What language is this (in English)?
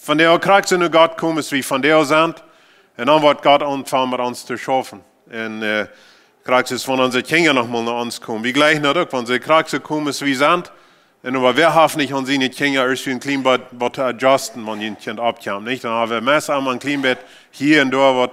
Plautdietsch